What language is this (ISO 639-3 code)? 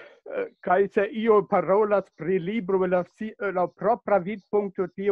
epo